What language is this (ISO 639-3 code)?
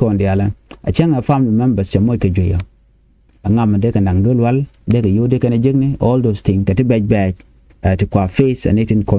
nus